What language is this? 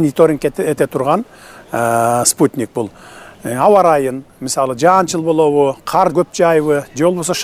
Kyrgyz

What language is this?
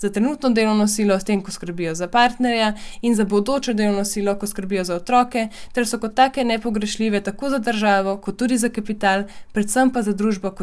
Slovenian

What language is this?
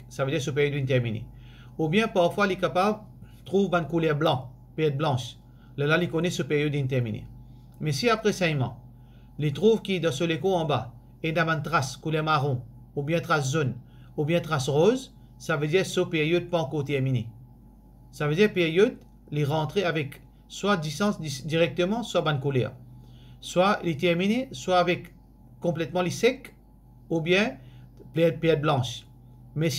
Morisyen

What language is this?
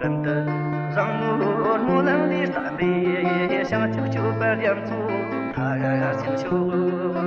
Amdo Tibetan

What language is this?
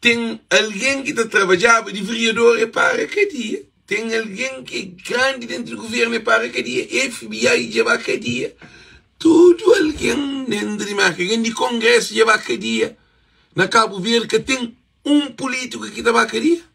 Kabuverdianu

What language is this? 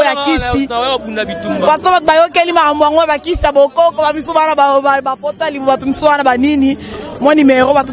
Lingala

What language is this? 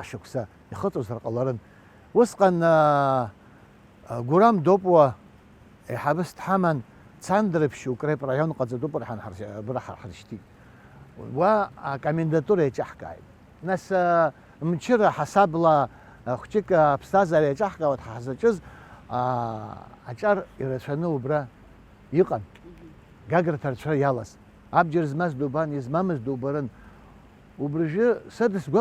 Abkhazian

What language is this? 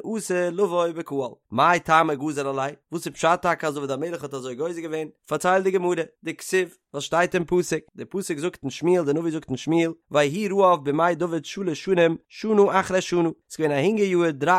Yiddish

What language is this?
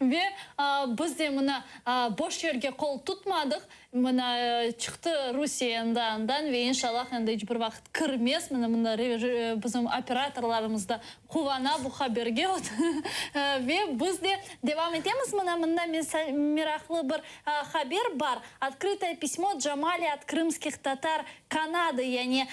Crimean Tatar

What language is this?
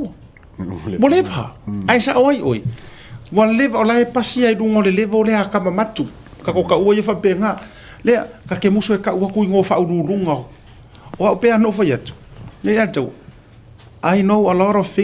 Samoan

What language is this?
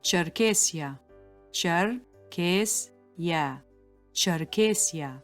Adyghe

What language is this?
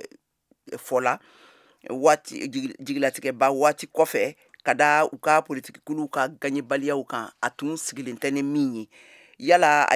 Bambara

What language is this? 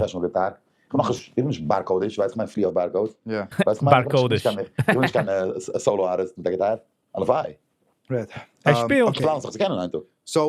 Yiddish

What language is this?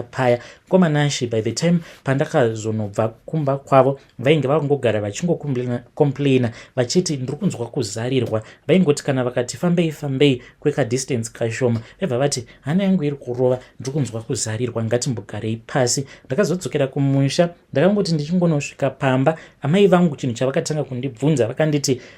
Shona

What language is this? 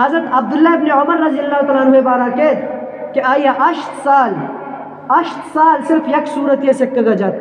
Eastern Balochi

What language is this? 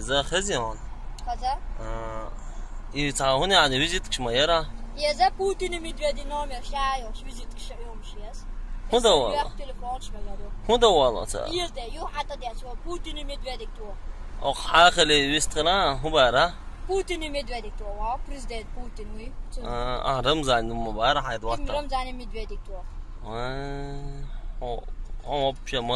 Chechen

